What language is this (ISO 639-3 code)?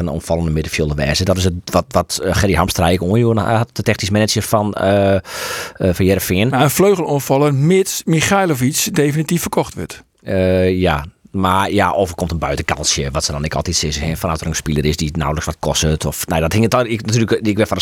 fry